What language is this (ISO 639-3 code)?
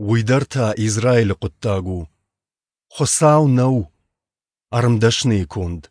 oss